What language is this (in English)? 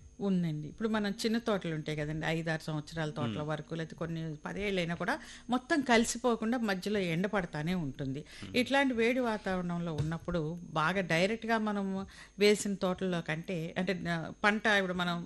Telugu